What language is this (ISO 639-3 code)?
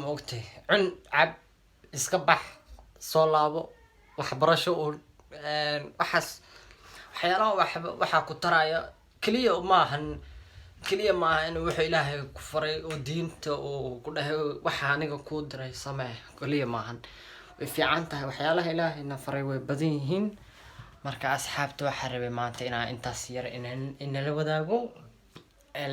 som